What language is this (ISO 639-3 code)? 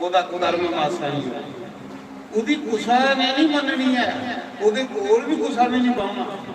doi